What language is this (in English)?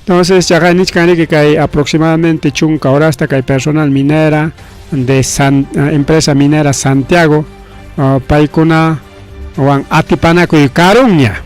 Ayacucho Quechua